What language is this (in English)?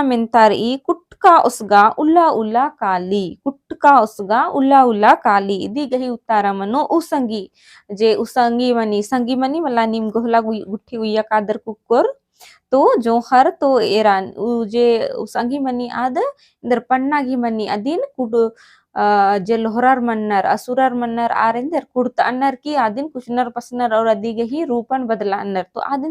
Kurukh